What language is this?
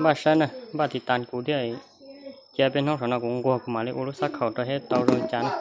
Hmong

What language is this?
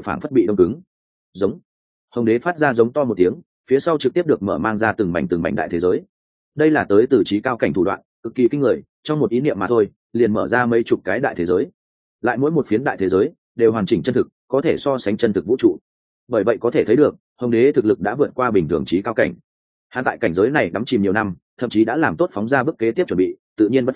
Vietnamese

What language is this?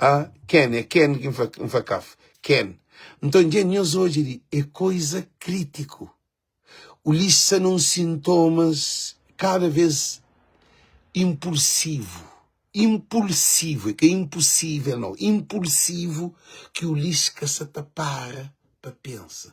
Kabuverdianu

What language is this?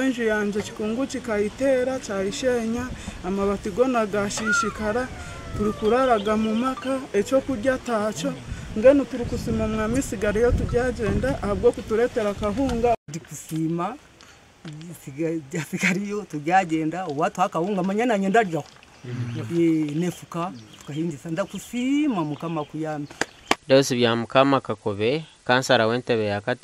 Nyankole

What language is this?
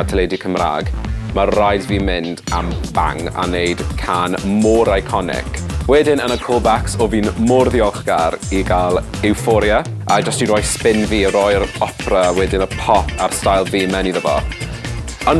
Welsh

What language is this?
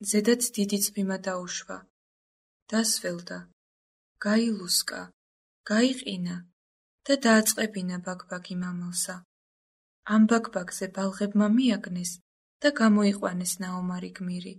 Georgian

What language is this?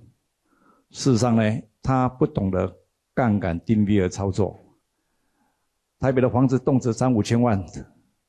Chinese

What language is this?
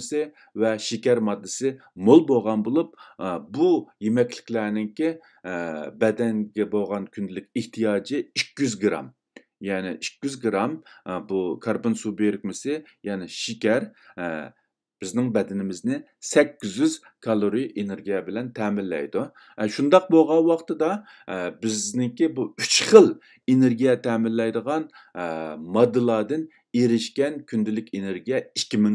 Uyghur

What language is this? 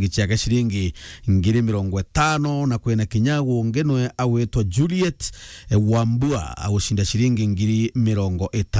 Meru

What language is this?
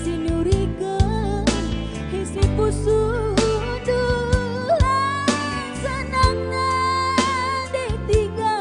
Batak Karo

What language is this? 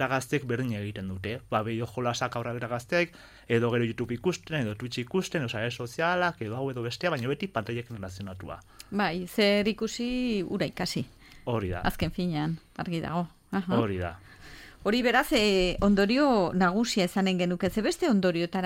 Basque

